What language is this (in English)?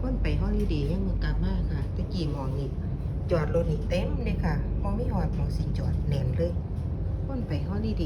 Lao